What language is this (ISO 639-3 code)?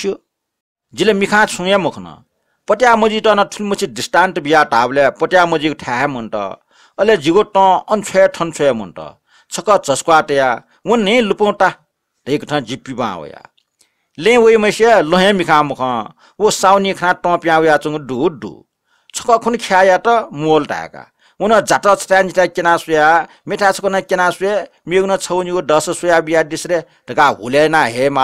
new